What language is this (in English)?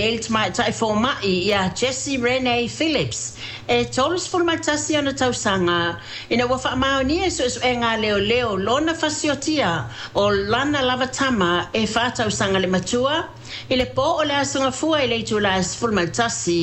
Samoan